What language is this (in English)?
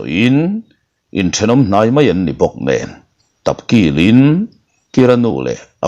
Mizo